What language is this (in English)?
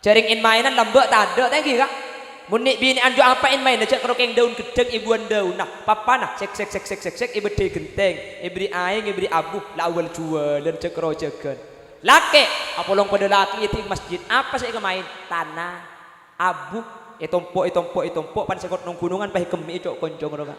Madurese